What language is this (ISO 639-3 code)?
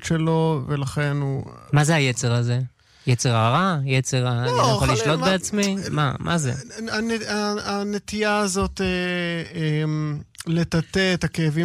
heb